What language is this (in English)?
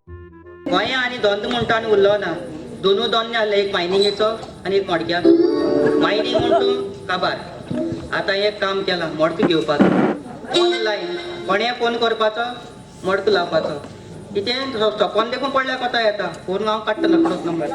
Konkani